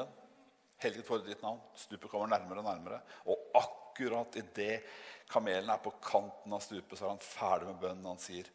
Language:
Norwegian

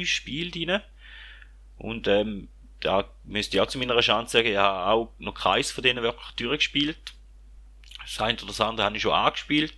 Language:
Swiss German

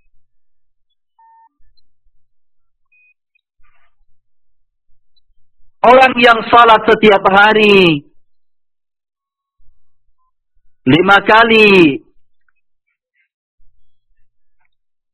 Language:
Indonesian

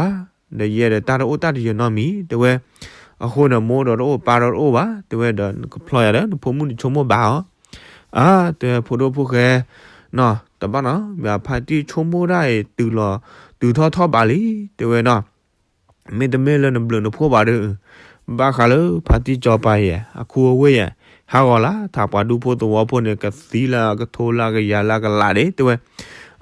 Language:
S'gaw Karen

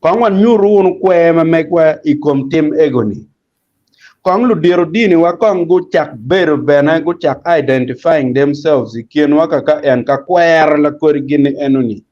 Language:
Acoli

